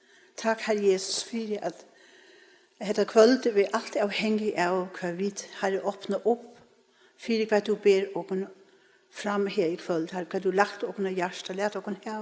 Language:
Faroese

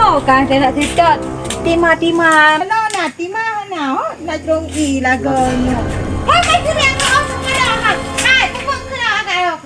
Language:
Achinese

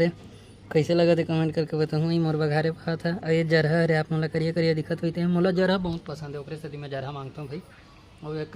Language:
Chhattisgarhi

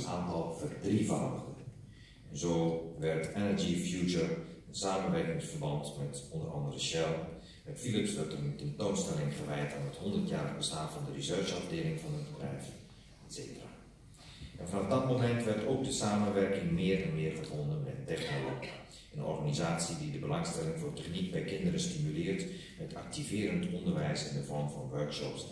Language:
Dutch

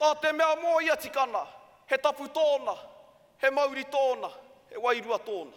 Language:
Māori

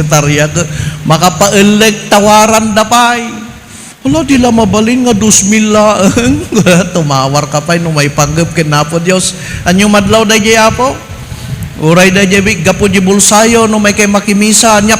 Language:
Iloko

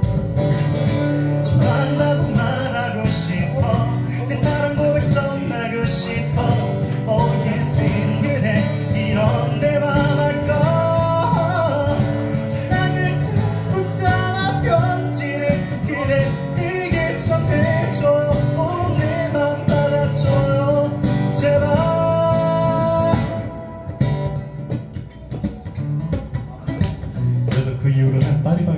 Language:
Korean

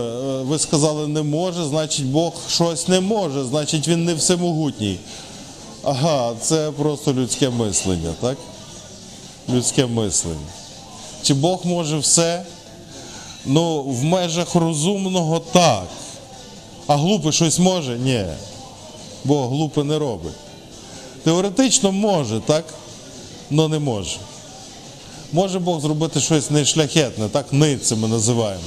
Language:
Ukrainian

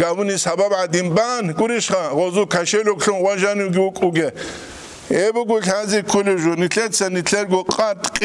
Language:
Avaric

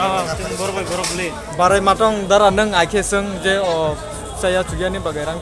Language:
Kok Borok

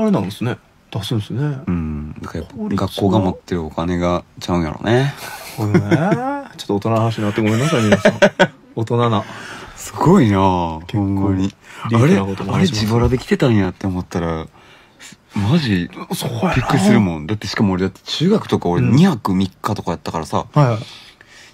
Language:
Japanese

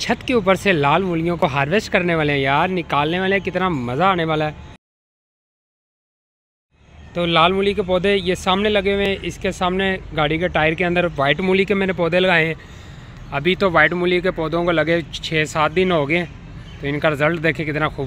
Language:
Hindi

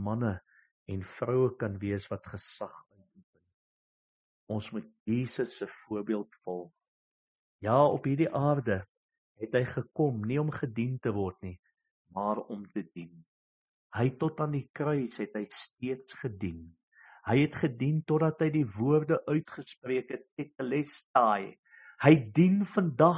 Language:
Afrikaans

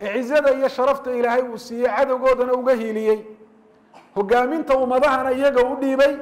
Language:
Somali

